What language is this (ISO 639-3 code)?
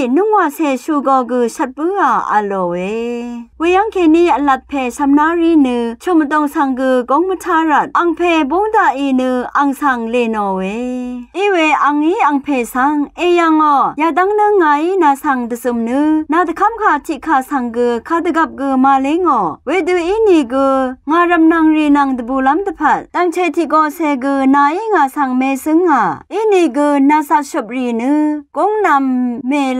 raw